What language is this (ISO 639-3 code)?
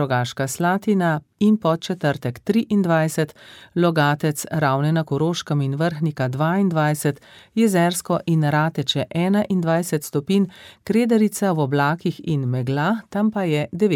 slv